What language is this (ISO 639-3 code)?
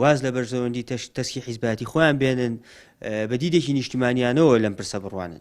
ckb